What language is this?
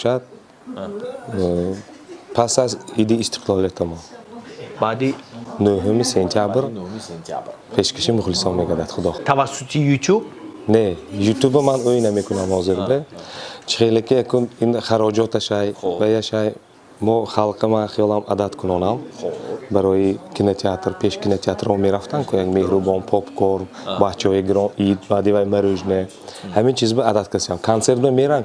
Tajik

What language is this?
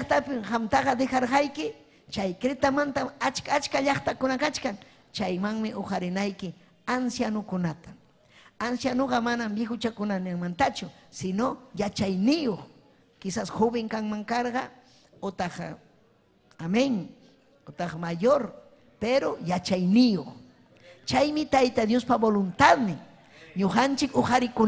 Ayacucho Quechua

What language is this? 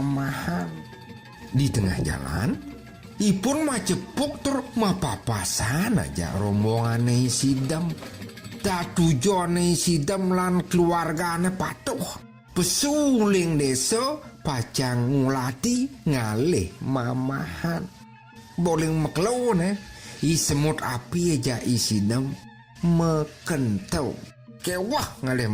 Balinese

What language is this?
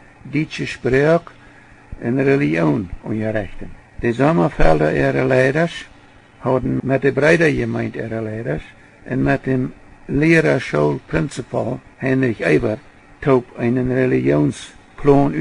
Plautdietsch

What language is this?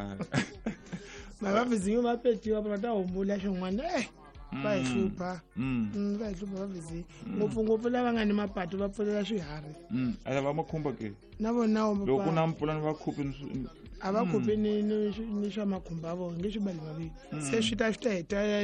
Tsonga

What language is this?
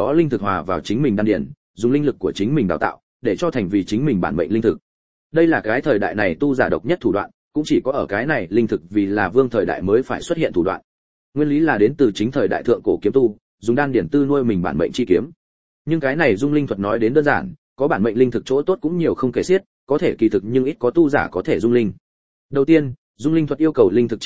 Vietnamese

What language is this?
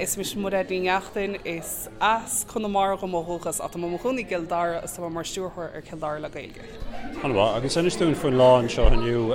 Irish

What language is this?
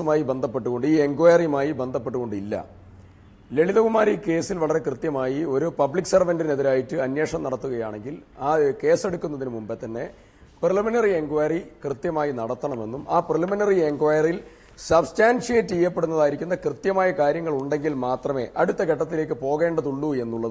Malayalam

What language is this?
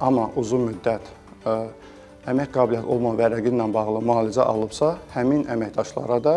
Azerbaijani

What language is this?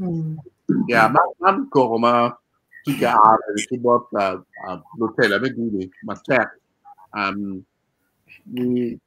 Acoli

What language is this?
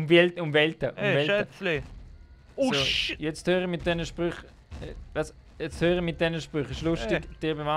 Swiss German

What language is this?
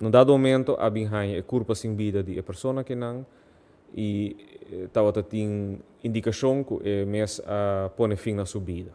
Papiamento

